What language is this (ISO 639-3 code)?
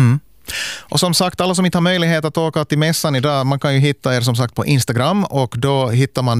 swe